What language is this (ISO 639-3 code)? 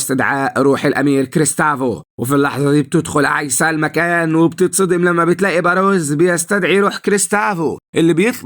arz